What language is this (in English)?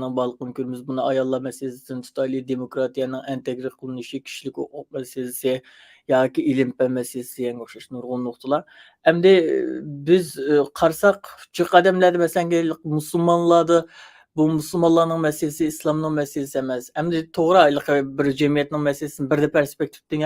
Uyghur